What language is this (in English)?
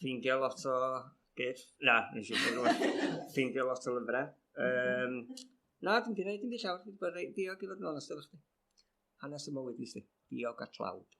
Welsh